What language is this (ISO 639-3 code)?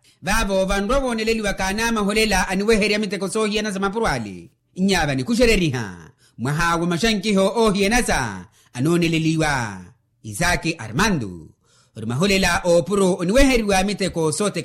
vmw